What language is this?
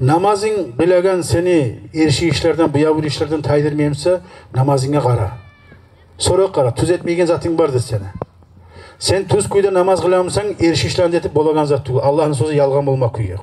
Kumyk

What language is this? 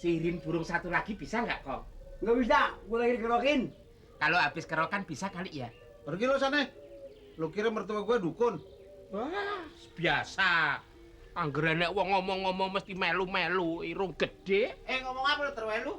Betawi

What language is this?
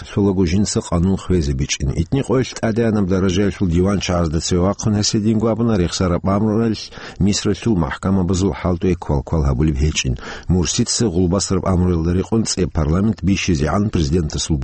Avaric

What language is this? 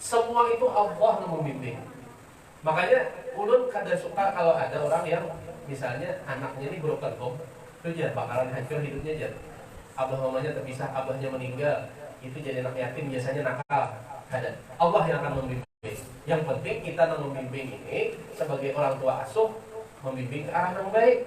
Banjar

